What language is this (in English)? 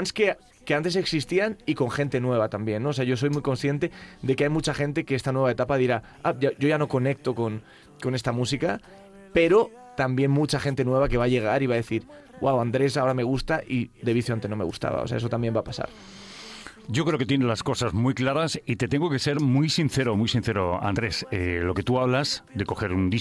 Spanish